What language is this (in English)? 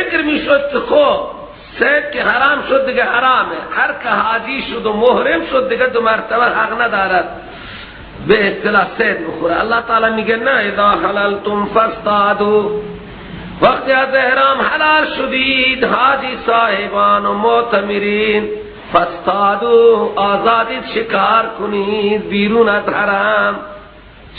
Persian